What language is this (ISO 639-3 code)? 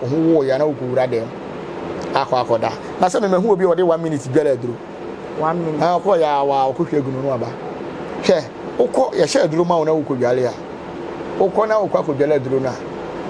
aka